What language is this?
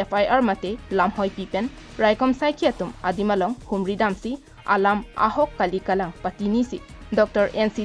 Karbi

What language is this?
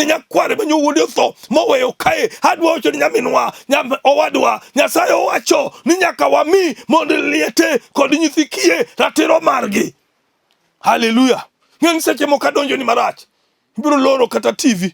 Luo (Kenya and Tanzania)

